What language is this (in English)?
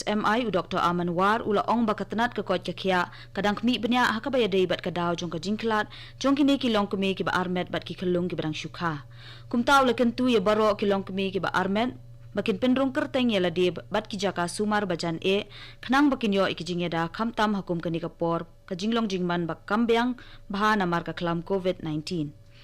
Khasi